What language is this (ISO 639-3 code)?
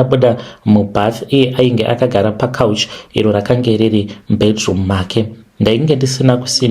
sna